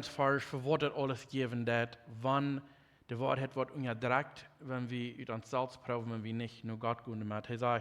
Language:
Plautdietsch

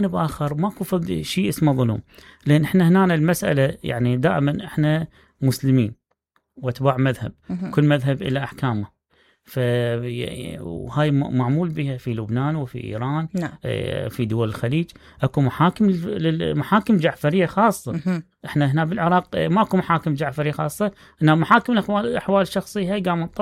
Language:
Mesopotamian Arabic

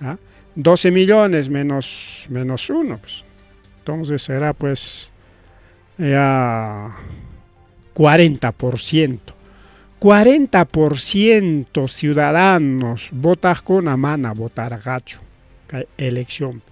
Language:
Ayacucho Quechua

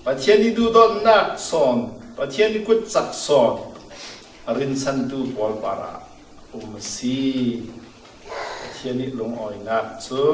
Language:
Falam Chin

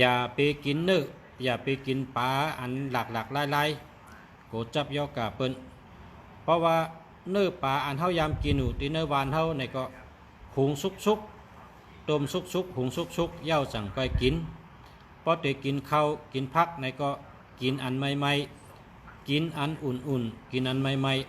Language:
Shan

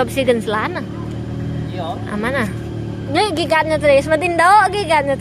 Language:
Iban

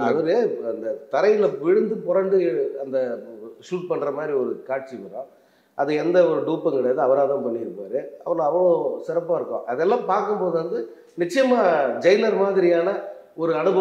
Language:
Tamil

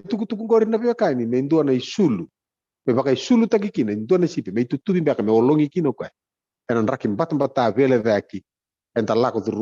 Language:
Fijian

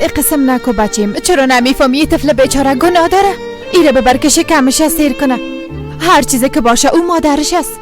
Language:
Persian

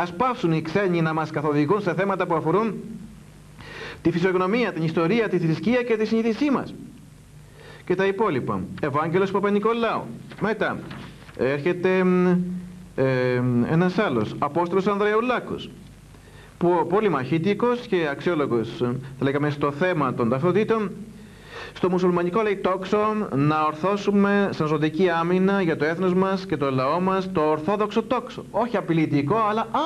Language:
Greek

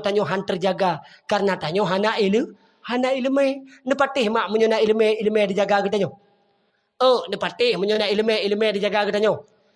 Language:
Achinese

